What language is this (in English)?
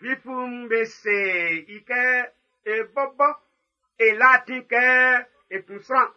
Baoulé